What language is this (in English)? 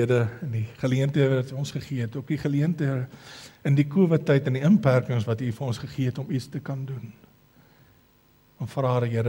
Afrikaans